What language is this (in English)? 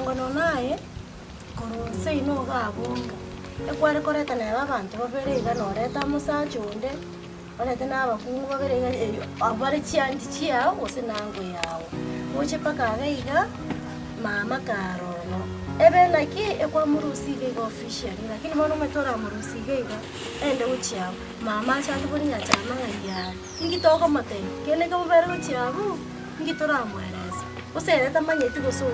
Gusii